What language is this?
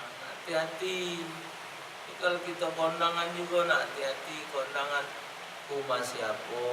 Musi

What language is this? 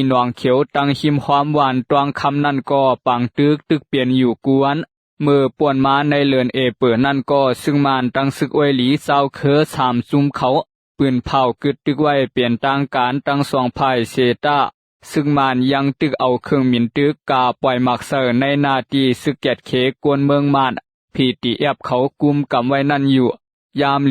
Shan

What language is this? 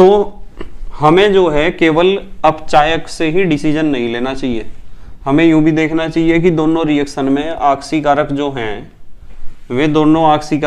Hindi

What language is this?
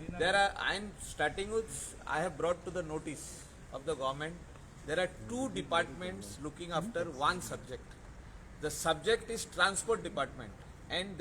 Konkani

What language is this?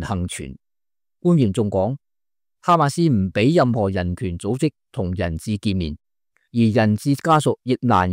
Cantonese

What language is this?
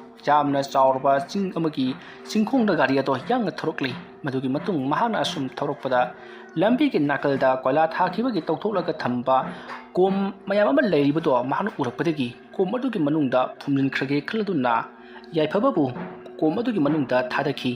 Manipuri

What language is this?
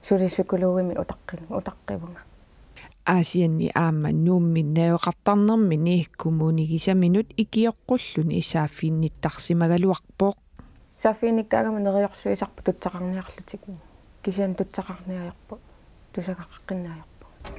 Kalaallisut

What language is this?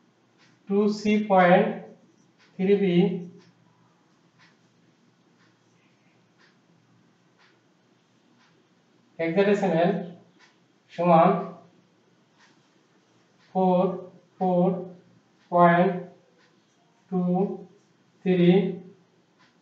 Bangla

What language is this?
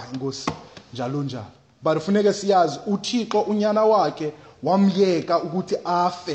Xhosa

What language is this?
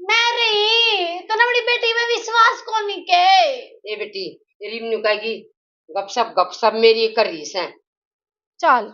Haryanvi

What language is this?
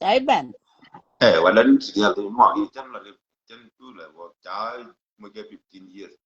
Nuer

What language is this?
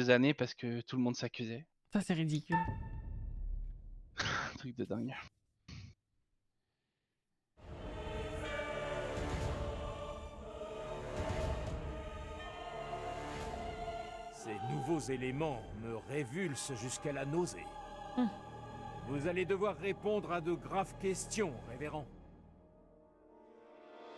French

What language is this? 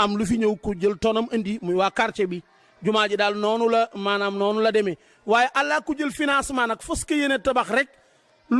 Wolof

